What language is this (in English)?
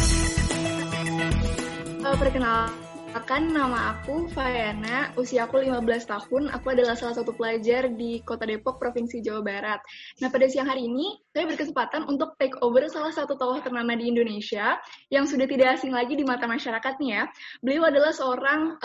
Indonesian